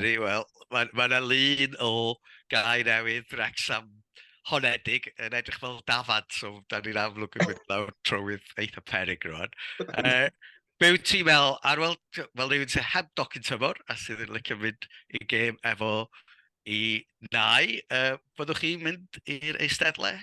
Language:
Welsh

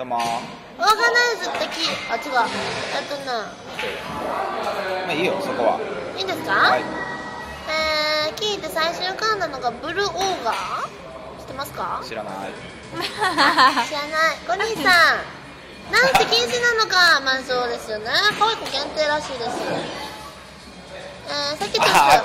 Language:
Japanese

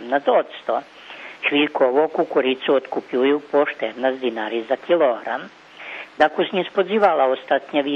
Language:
Rusyn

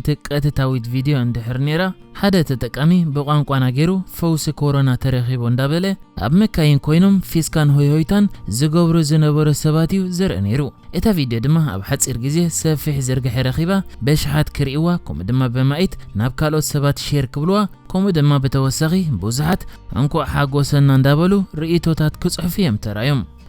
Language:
Tigrinya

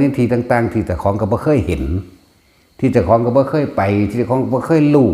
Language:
Northeastern Thai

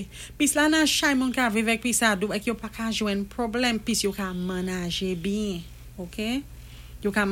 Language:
Saint Lucian Creole French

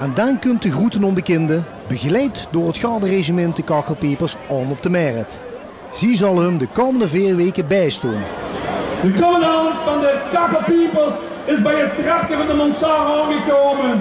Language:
Limburgish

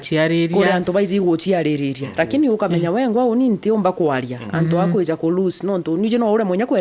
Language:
Meru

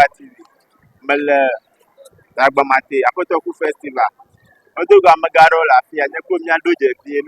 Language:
Ewe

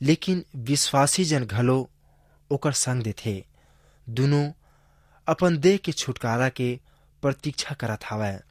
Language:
Chhattisgarhi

